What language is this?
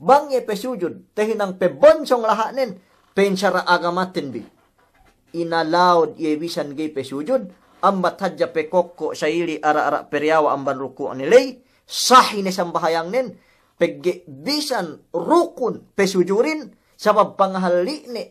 Yakan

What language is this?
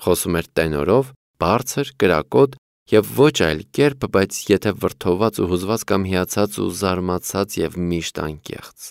Armenian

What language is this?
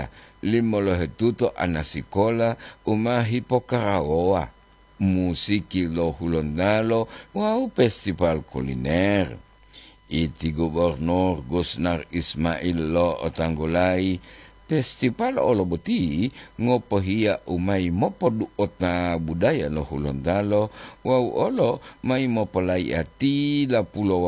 Gorontalo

